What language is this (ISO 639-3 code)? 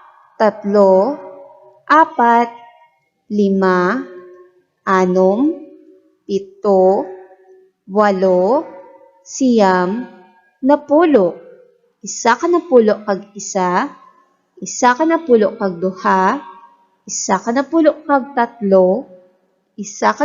hil